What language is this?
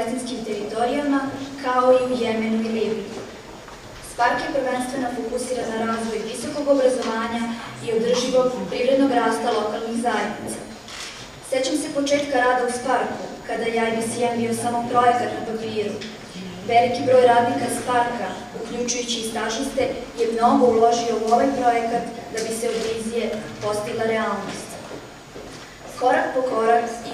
Serbian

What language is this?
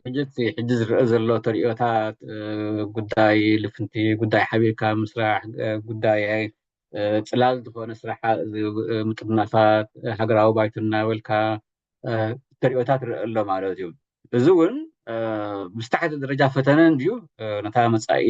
Tigrinya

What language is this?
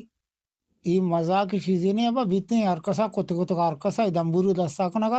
Eastern Balochi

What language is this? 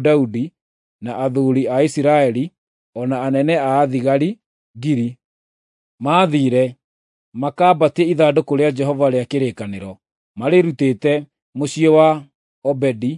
Kikuyu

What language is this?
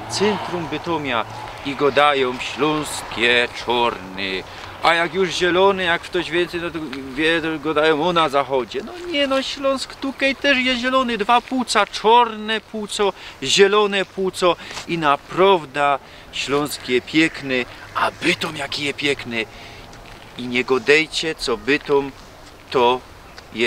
Silesian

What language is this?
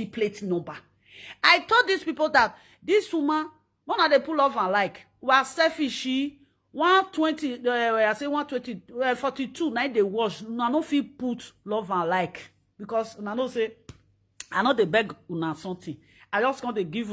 Nigerian Pidgin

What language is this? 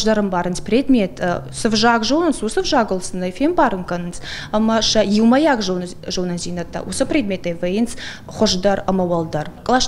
Ossetic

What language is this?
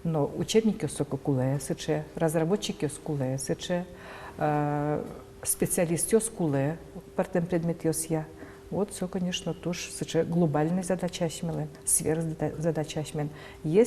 Udmurt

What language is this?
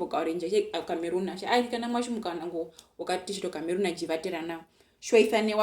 Herero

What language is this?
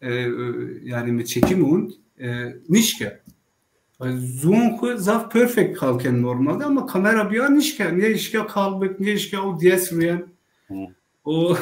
Zaza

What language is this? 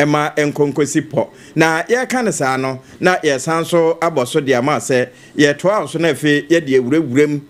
Akan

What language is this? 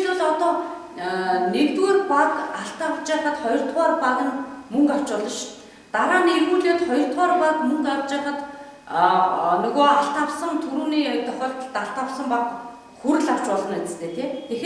Mongolian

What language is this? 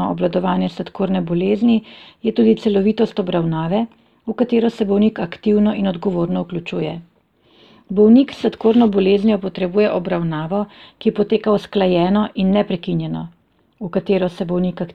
Slovenian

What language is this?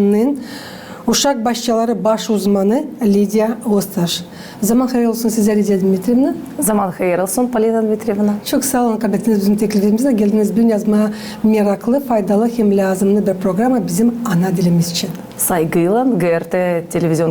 Gagauz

